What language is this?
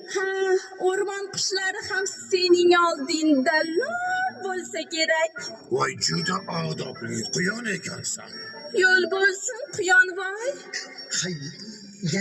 Uzbek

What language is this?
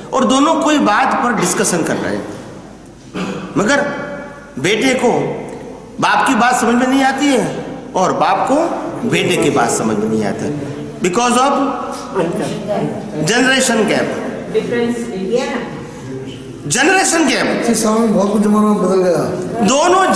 Hindi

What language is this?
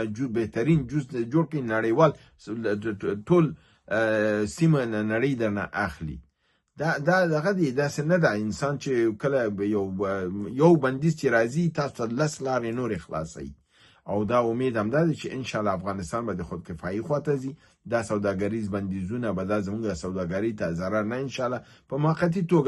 Pashto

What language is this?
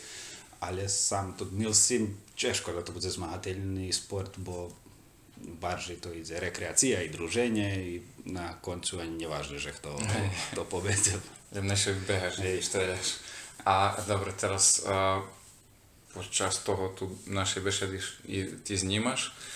Slovak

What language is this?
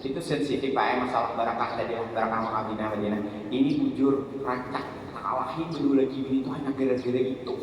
Banjar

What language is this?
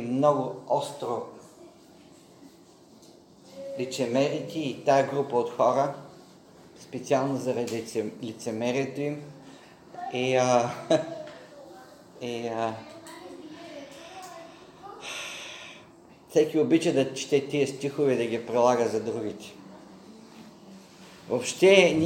Bulgarian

